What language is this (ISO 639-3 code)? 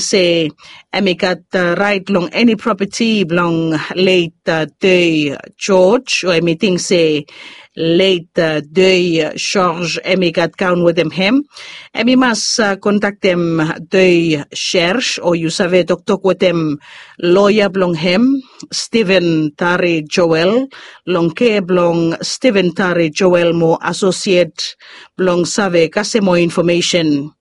bis